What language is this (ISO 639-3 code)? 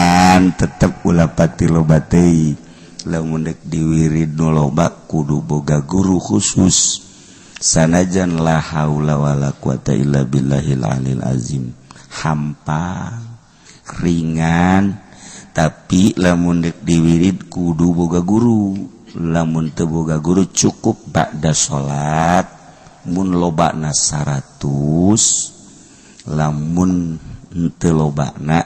sun